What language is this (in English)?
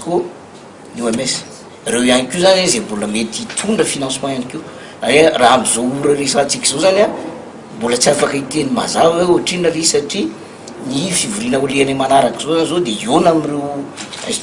Malagasy